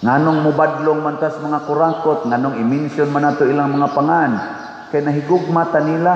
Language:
Cebuano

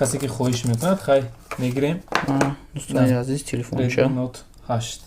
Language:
Tajik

